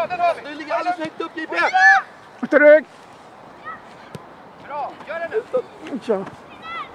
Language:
Swedish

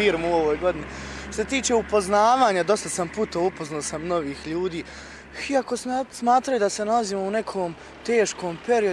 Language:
Bosnian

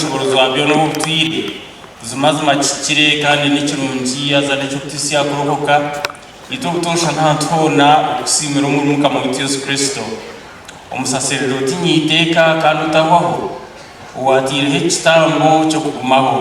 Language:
Nyankole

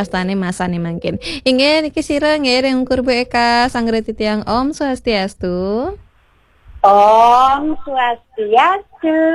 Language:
Balinese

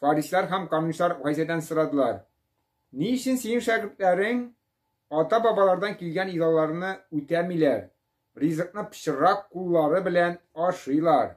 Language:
Tatar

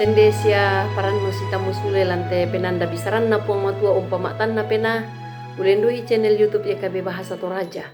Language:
Toraja-Sa'dan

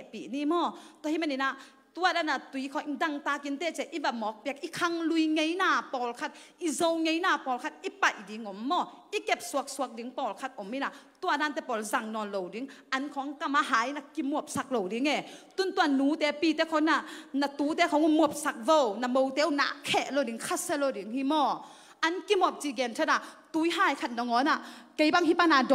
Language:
Tedim Chin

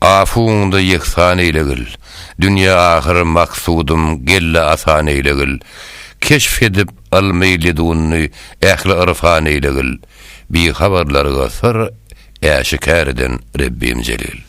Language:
Turkmen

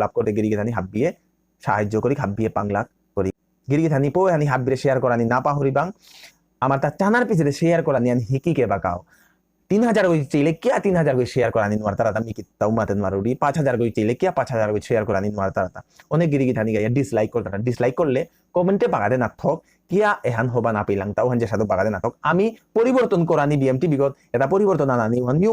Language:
Bishnupriya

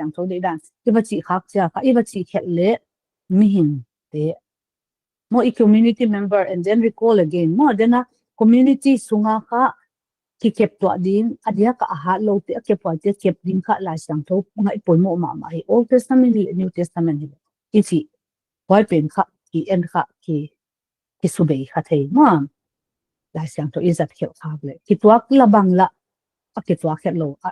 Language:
Paite Chin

